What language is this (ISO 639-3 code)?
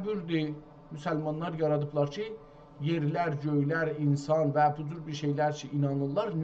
azb